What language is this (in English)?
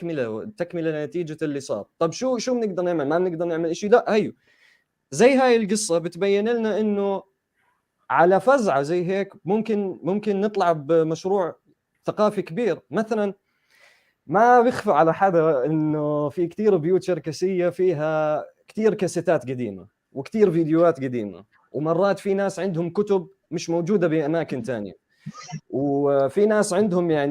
North Levantine Arabic